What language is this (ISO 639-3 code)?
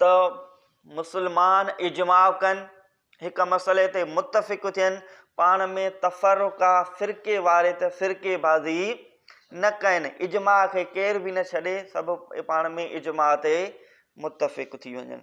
snd